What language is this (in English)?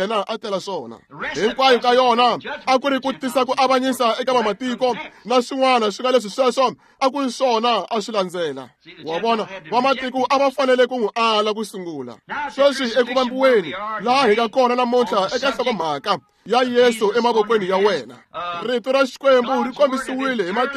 Tsonga